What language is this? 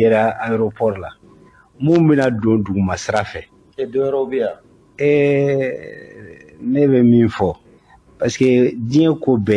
Bambara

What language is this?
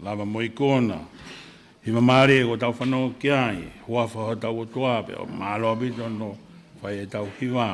Tongan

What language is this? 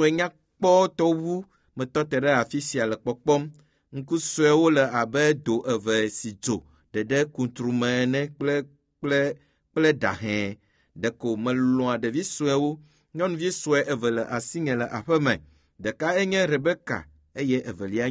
Ewe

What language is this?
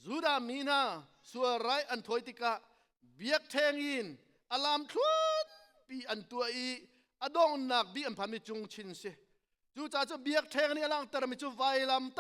Hakha Chin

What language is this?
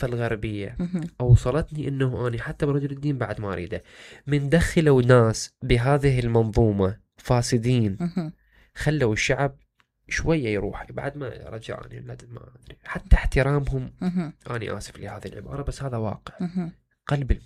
Mesopotamian Arabic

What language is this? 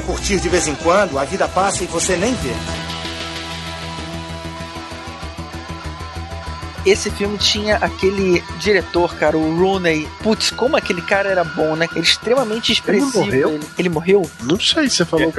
Portuguese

